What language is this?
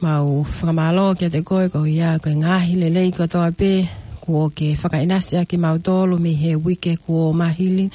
Tongan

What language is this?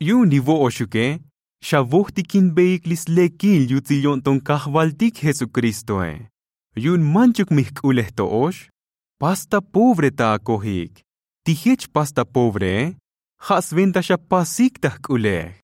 Tzotzil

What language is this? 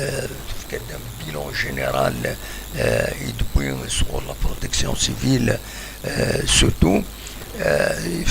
Kabyle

